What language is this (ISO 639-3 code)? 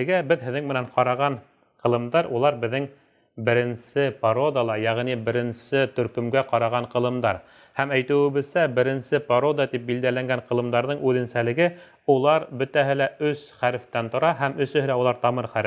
bak